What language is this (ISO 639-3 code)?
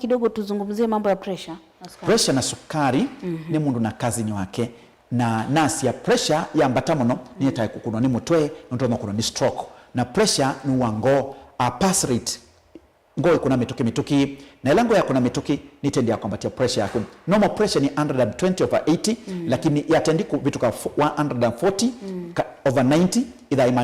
kam